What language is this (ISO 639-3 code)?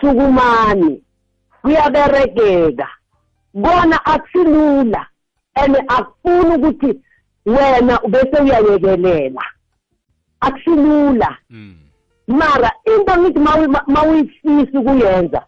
nbl